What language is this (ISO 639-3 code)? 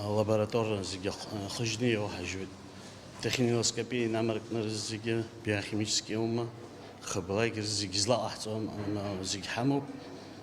abk